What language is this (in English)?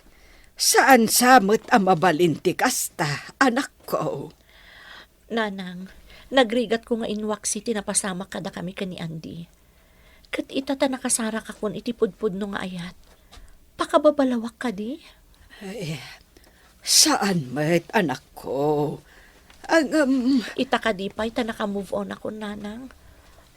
Iloko